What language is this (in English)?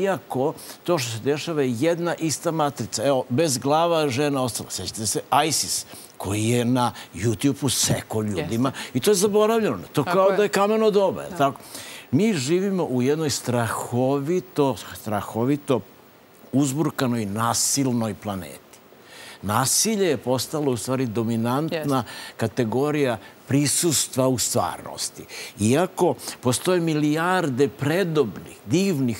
Serbian